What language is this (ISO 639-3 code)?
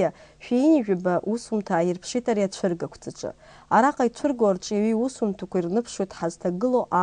abk